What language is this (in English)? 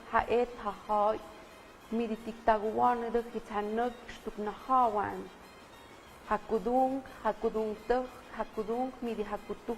Tlahuitoltepec Mixe